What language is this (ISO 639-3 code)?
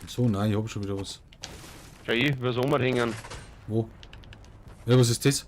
bar